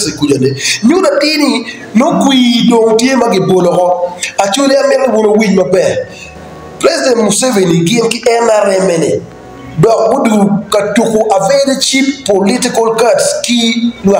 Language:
Acoli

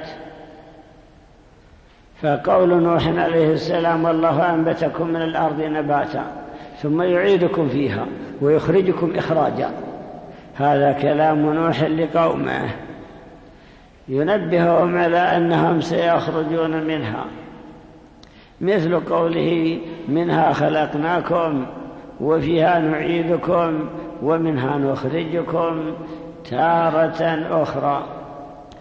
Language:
Arabic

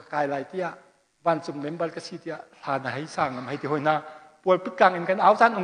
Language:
Hakha Chin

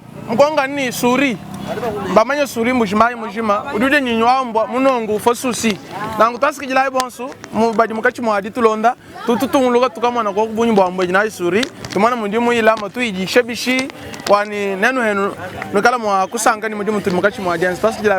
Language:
Luba-Lulua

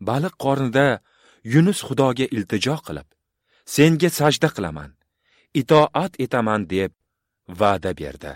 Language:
Uzbek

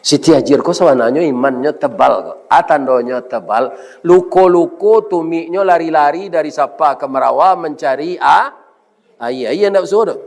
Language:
Minangkabau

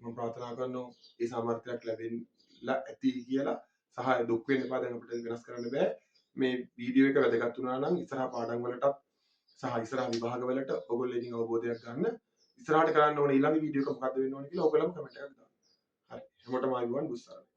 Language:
Sinhala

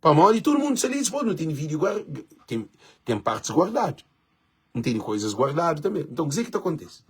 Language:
Kabuverdianu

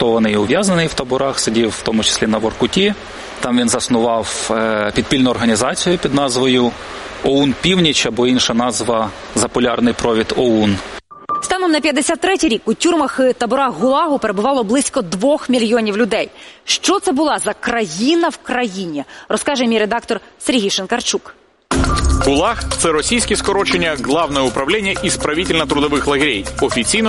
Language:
Ukrainian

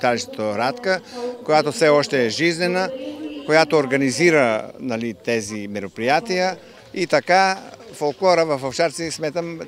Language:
Bulgarian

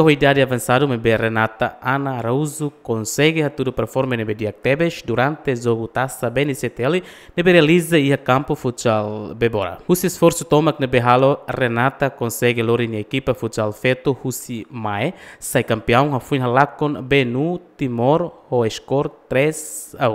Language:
Tetum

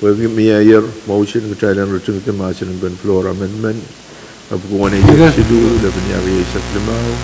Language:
Pohnpeian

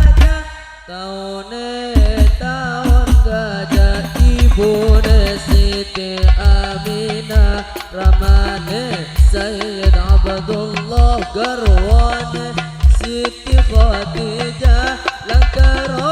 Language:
Madurese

